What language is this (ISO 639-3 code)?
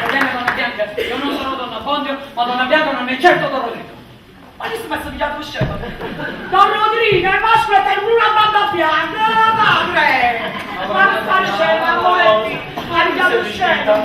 nap